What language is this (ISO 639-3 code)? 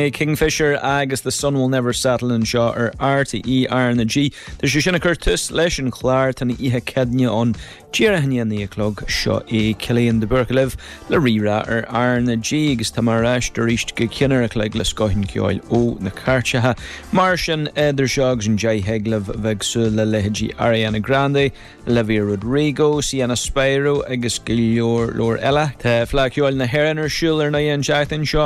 gle